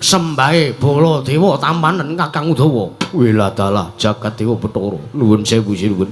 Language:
Javanese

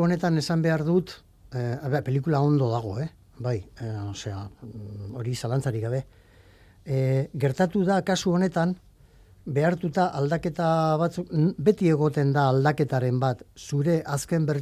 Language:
Basque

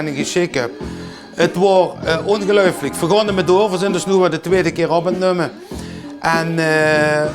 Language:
Limburgish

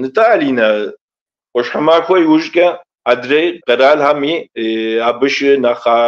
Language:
Kabardian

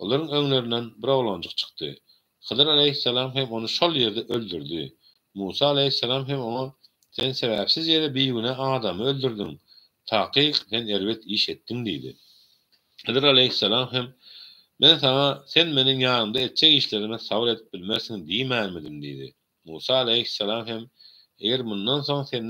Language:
Turkmen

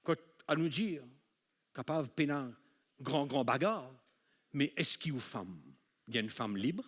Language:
Morisyen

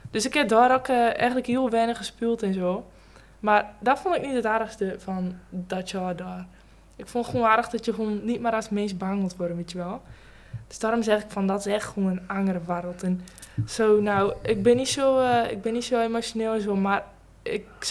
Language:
Dutch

